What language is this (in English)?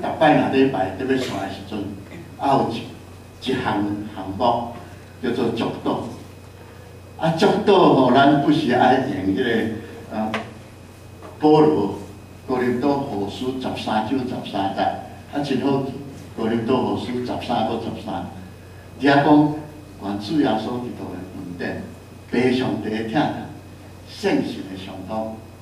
Min Nan Chinese